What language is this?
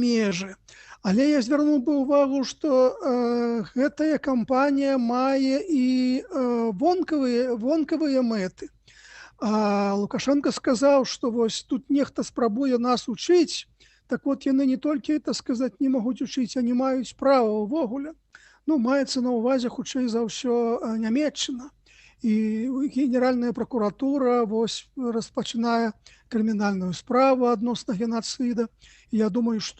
Belarusian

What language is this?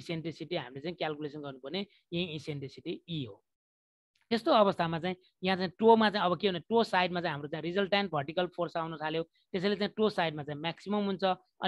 Nepali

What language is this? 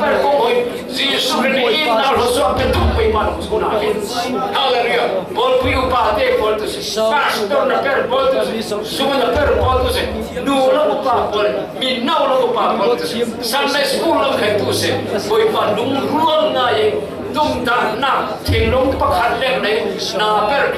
Falam Chin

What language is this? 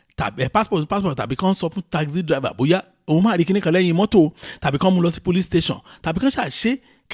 Yoruba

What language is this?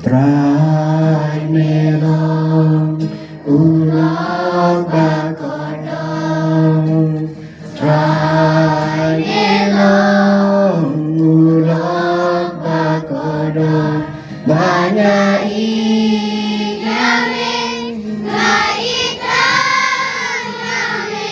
Khasi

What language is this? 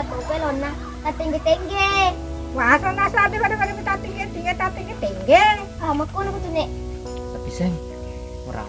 Buginese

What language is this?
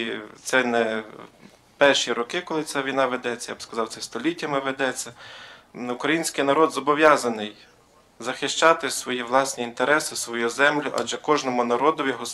Ukrainian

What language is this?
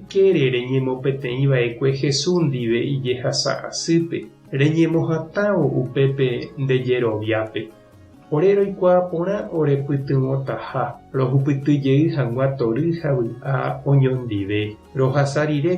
Guarani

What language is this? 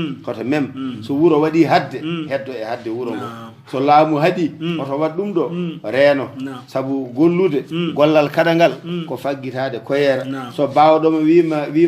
Fula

